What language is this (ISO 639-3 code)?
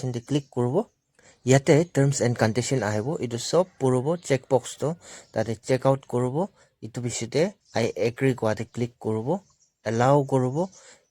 nag